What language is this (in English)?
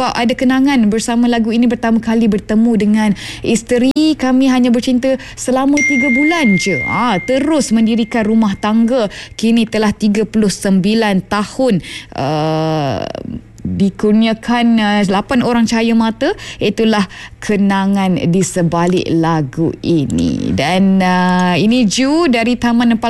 Malay